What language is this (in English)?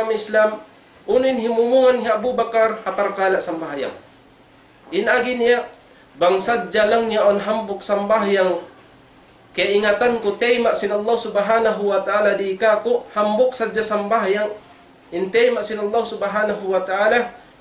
Tausug